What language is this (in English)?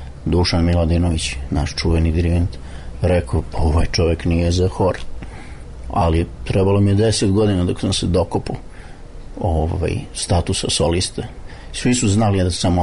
Serbian